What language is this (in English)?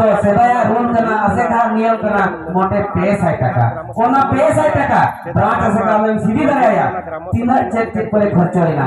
Santali